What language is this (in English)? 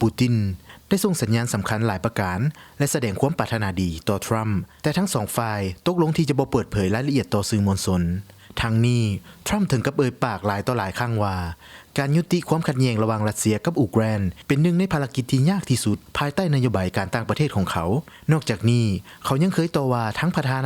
Lao